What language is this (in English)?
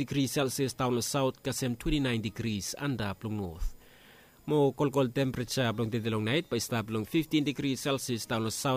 Bislama